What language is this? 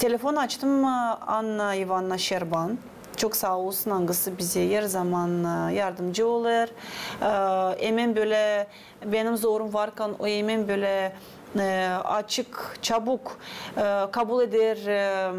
Gagauz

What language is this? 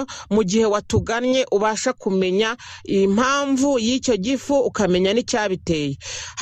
Kinyarwanda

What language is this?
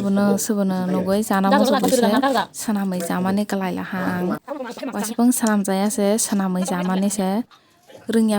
Kok Borok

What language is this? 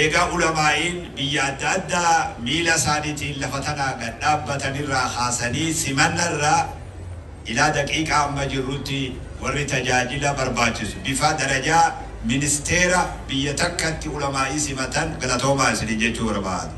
Oromo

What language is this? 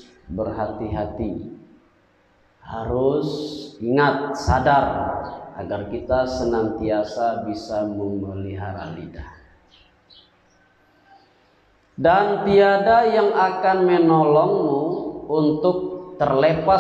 Indonesian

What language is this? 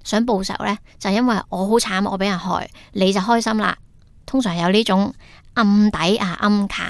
Cantonese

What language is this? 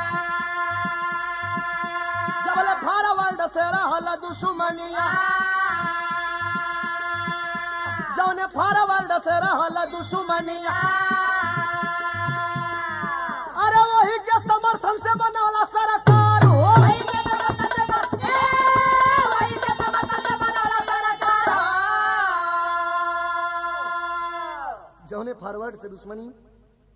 Bhojpuri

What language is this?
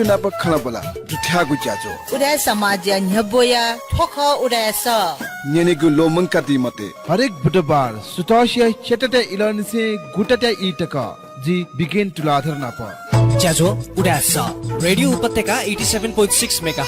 Newari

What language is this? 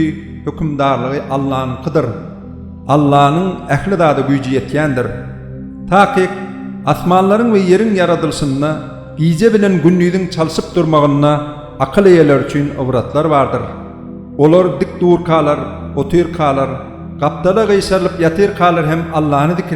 Turkmen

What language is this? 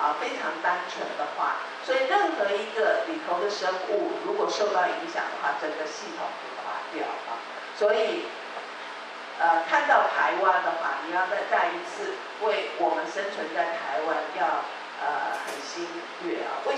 Chinese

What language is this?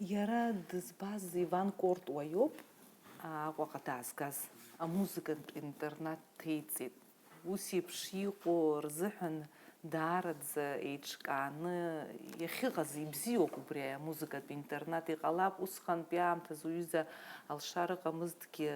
Abkhazian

